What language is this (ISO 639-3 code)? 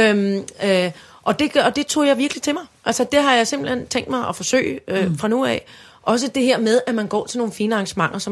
dan